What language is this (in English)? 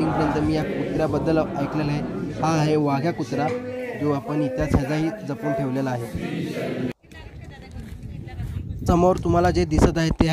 Marathi